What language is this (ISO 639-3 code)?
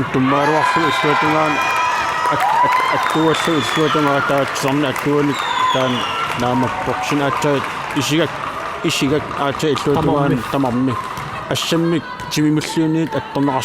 kal